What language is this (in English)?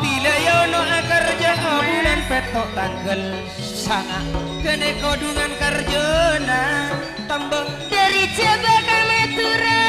Madurese